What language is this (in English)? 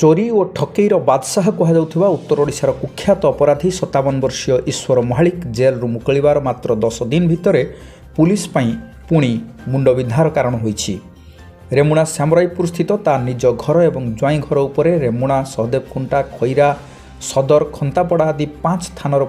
Odia